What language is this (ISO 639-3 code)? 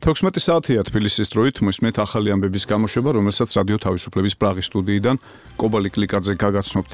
kat